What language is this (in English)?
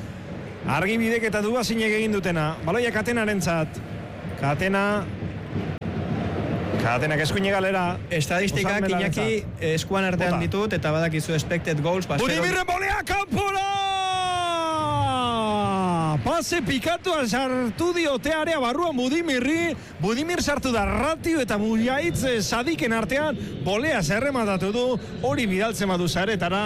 Basque